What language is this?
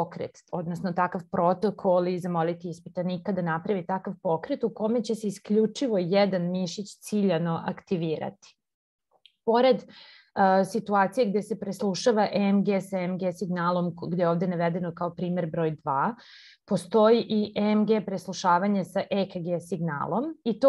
Serbian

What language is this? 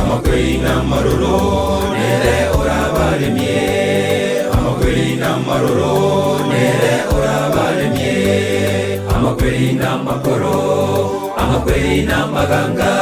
Gusii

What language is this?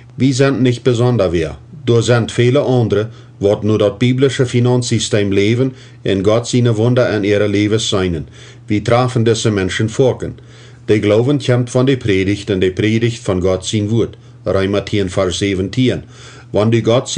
Plautdietsch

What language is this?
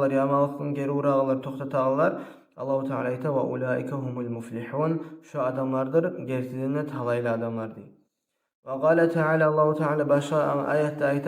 Kumyk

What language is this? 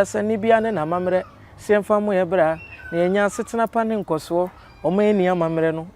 Akan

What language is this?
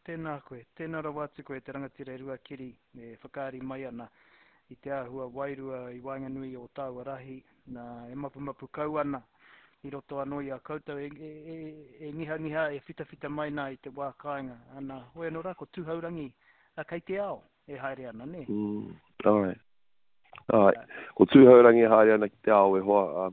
Māori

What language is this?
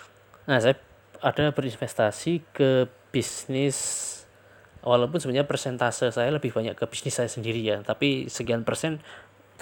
Indonesian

